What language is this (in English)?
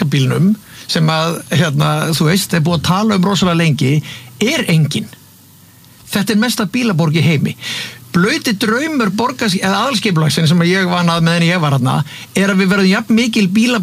Icelandic